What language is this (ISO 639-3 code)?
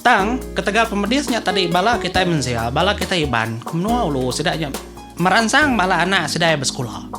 iba